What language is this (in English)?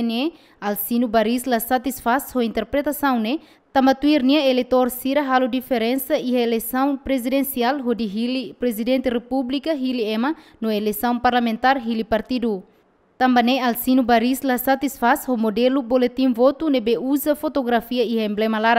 Tetum